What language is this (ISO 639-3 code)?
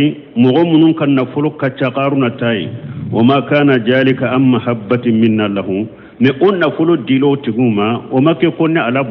bam